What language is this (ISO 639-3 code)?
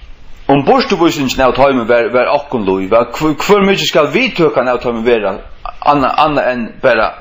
fao